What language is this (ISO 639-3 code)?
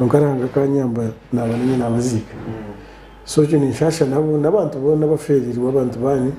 nyn